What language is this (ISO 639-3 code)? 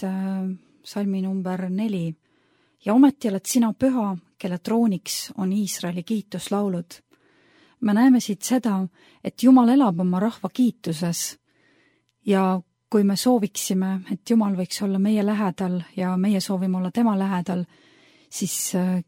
est